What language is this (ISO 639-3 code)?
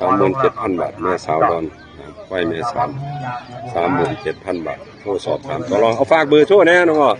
tts